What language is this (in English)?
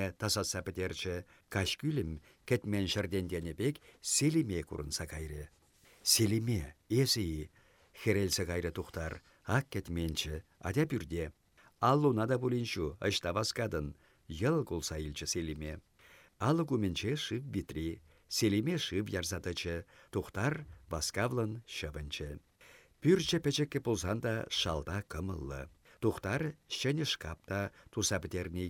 Chuvash